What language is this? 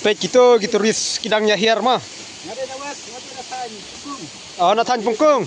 Khasi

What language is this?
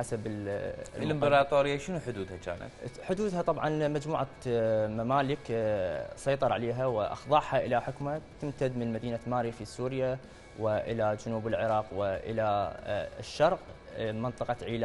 Mesopotamian Arabic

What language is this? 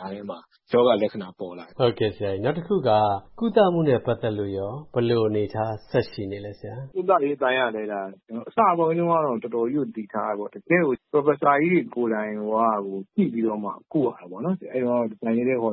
Burmese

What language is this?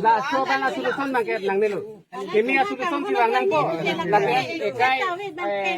Karbi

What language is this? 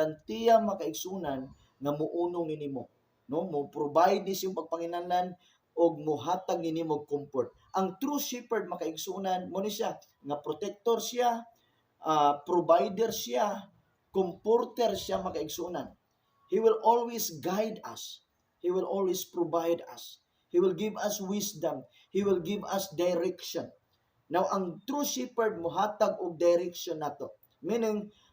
Cebuano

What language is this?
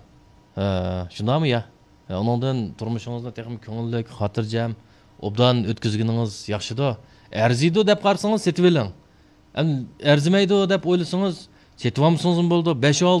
Uyghur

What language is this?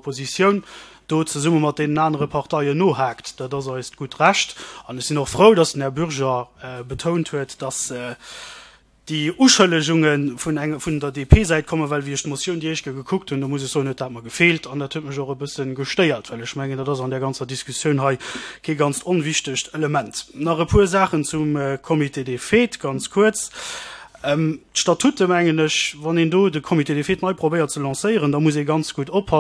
Luxembourgish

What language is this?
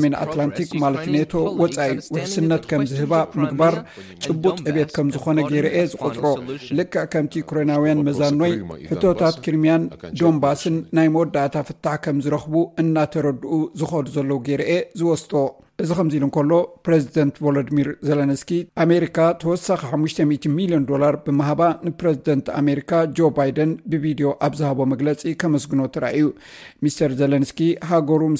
Tigrinya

